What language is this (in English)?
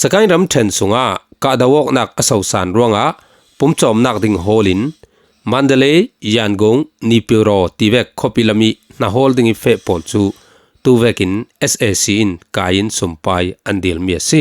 Falam Chin